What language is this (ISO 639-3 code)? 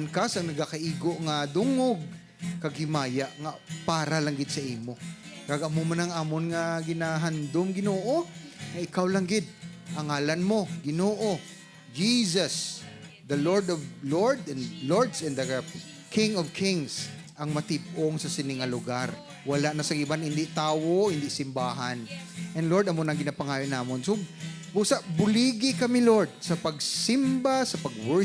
hil